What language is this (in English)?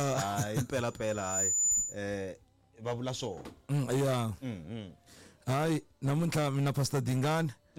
Tsonga